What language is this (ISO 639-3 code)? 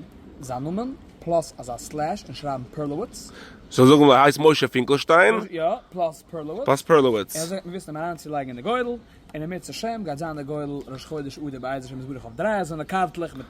yid